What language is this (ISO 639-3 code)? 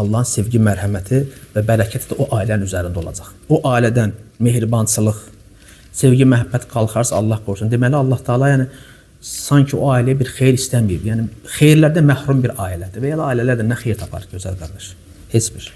aze